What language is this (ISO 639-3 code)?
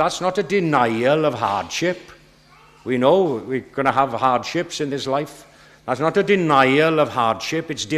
cym